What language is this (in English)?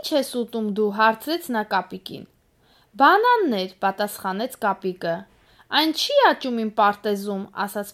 Armenian